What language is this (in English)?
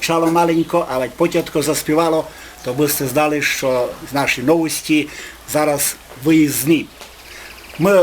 Rusyn